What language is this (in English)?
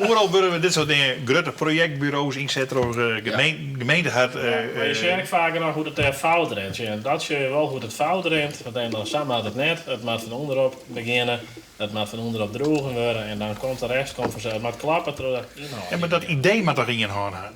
Western Frisian